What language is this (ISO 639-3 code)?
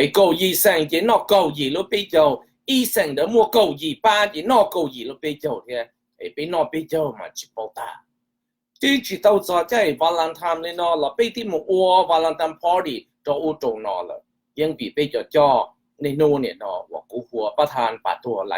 hmn